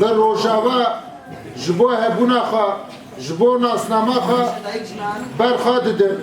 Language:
Kurdish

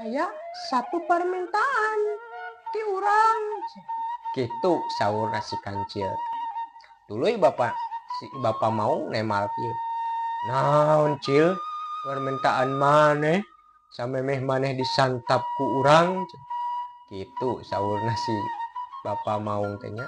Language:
Sundanese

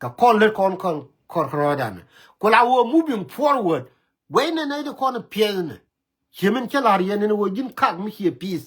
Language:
Nuer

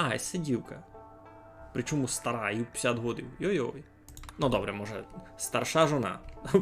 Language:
Rusyn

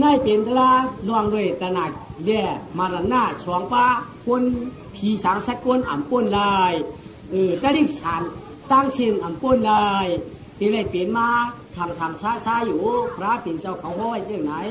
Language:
Shan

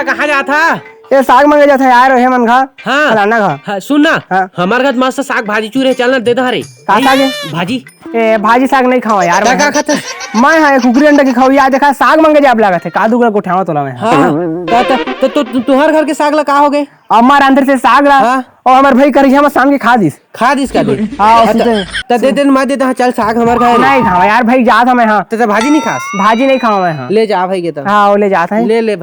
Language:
Chhattisgarhi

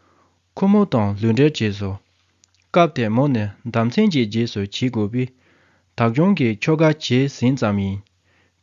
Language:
Tibetan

